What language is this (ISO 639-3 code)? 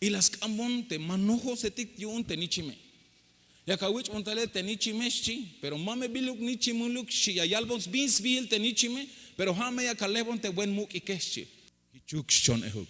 tzh